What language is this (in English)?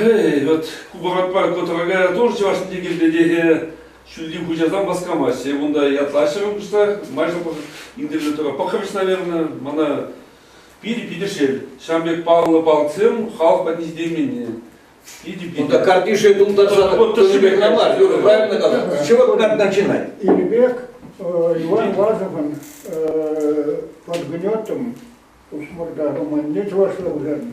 Chuvash